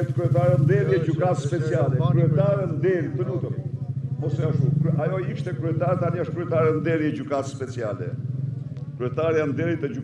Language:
Albanian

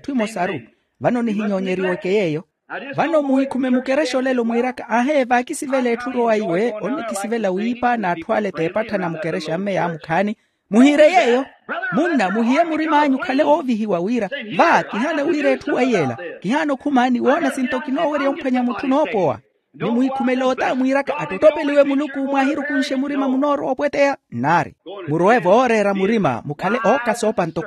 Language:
Makhuwa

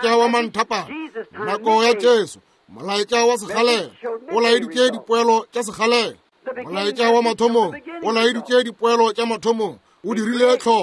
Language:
Northern Sotho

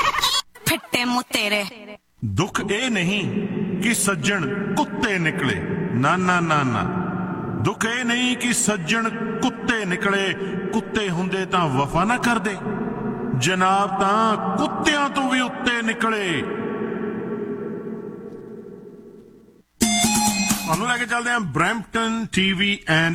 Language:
Punjabi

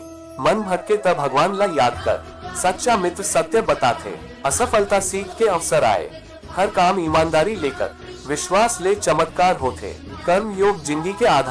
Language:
Chhattisgarhi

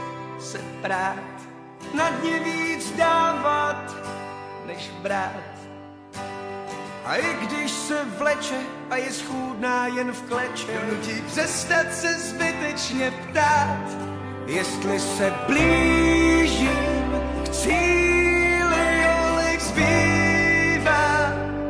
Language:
Czech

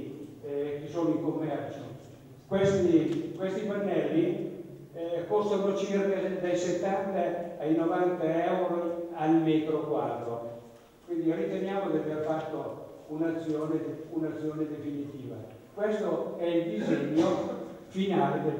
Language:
Italian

